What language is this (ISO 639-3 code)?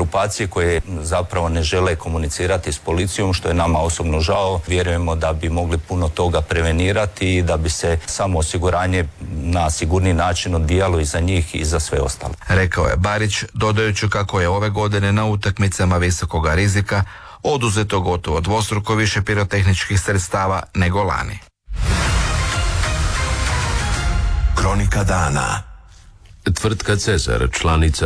hrv